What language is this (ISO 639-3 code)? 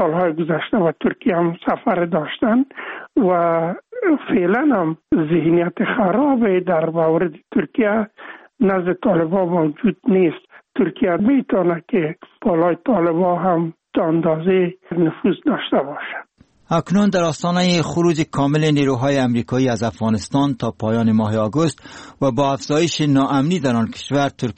fas